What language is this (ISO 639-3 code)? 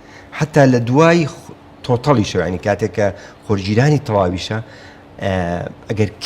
ckb